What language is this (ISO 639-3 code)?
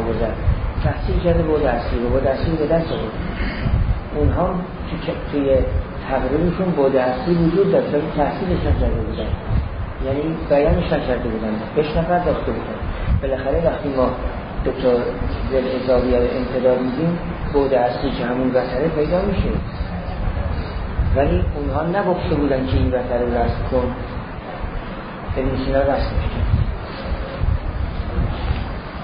fas